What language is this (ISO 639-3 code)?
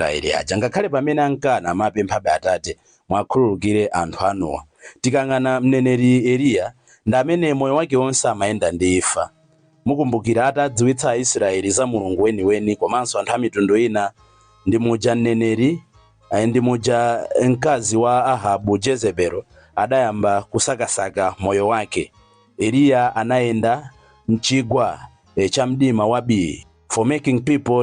nya